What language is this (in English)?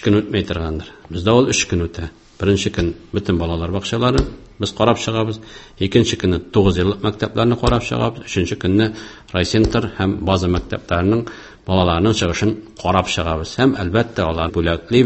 Tatar